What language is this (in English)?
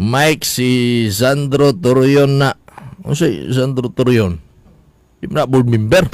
Cebuano